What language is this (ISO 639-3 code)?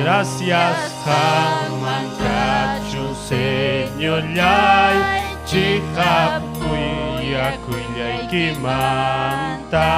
quy